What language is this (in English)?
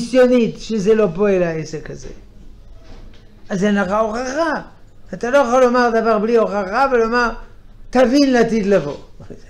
Hebrew